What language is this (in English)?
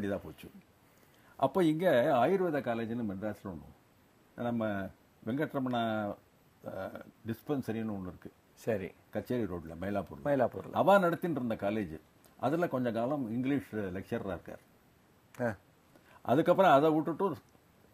Tamil